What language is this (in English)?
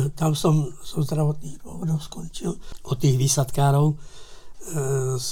Slovak